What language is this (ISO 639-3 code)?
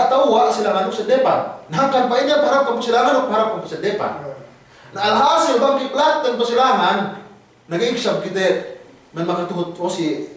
yka